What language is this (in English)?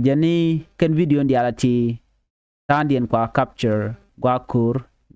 Nuer